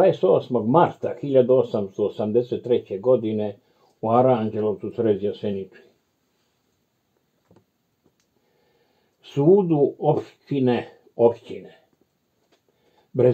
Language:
Serbian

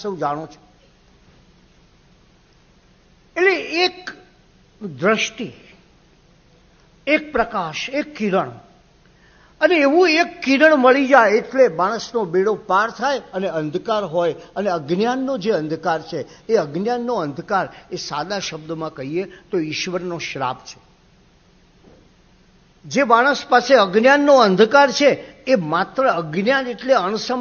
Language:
Gujarati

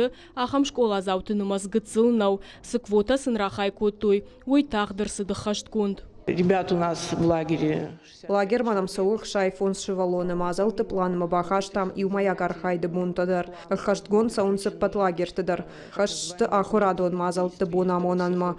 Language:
Ossetic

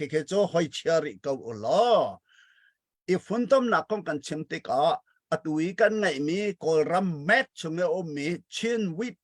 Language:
Hakha Chin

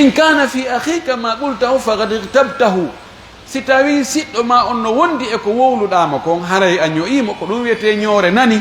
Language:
Fula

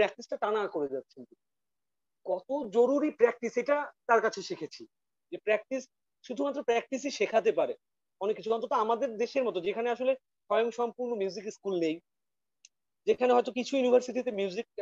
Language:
Bangla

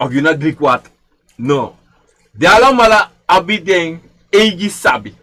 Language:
Sranan Tongo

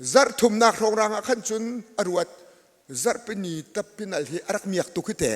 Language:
Hakha Chin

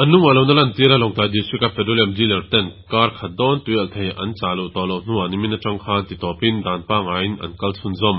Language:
Mizo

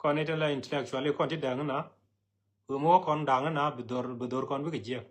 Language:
Nuer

